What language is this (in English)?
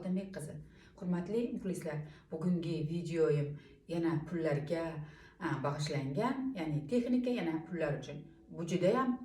Uzbek